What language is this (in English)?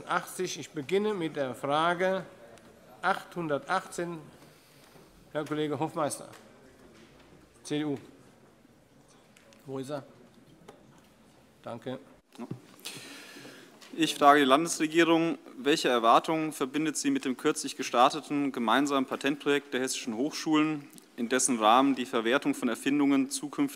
German